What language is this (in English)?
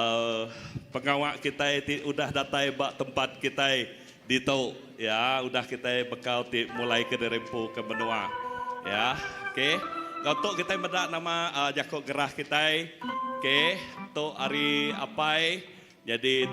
Iban